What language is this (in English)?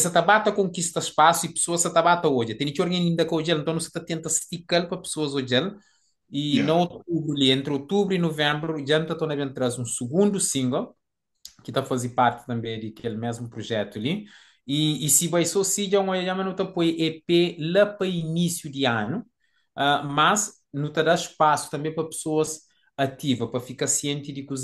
Kabuverdianu